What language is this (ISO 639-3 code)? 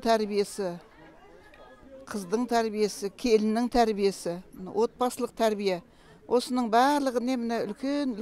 kaz